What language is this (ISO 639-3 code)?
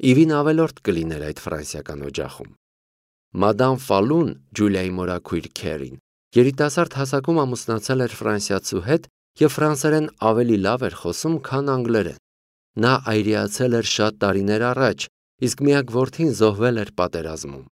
hye